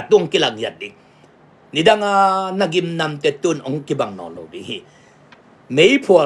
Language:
Tedim Chin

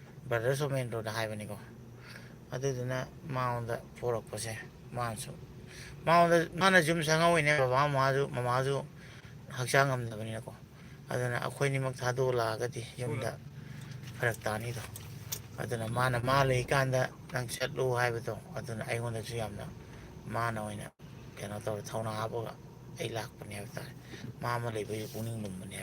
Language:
Manipuri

